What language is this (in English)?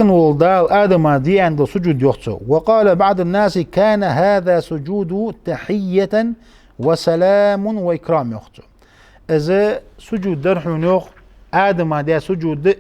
Ingush